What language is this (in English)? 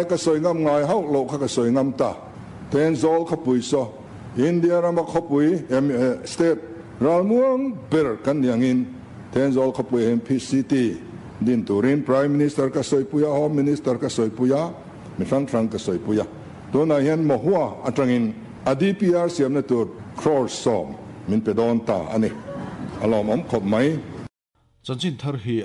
Mizo